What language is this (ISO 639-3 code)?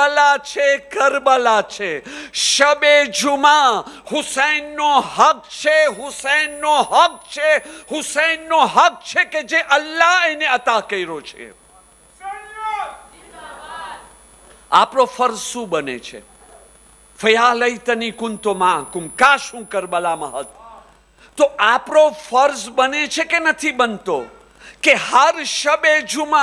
guj